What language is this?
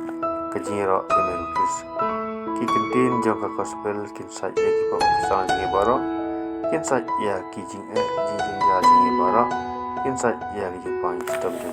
Khasi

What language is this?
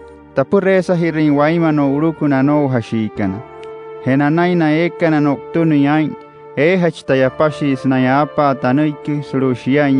Wayuu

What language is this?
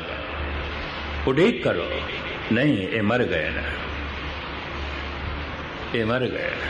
Punjabi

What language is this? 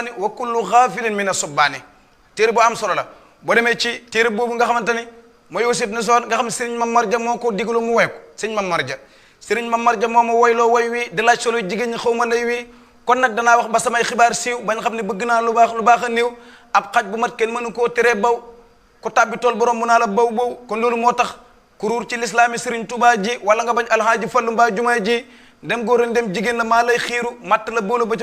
Wolof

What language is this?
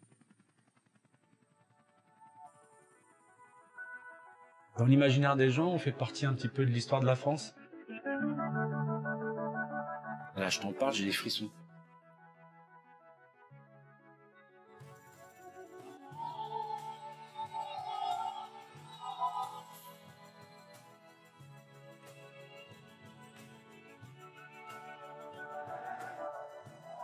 French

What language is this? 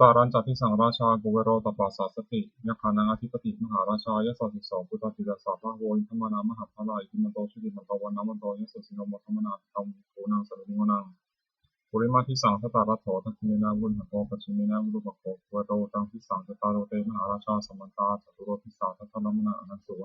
Pali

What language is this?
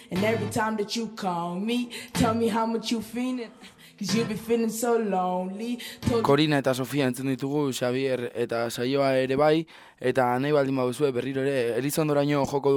Basque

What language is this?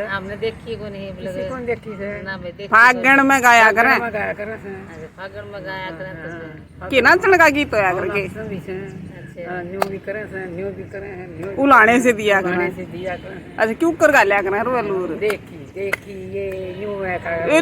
Haryanvi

